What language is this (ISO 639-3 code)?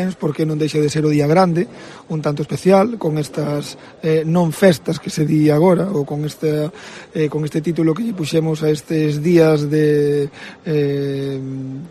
glg